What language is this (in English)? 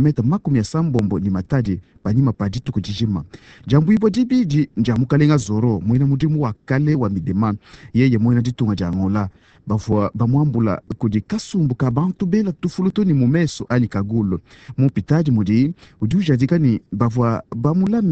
Luba-Lulua